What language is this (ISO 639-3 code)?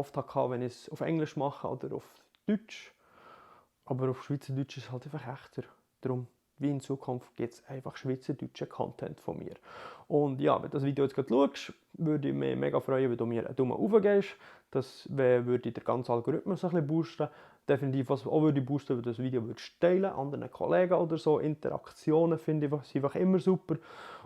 gsw